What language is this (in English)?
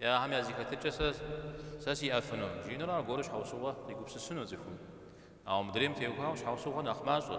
Kabardian